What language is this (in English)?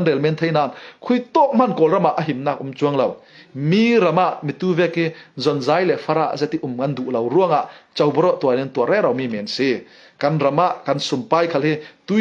Falam Chin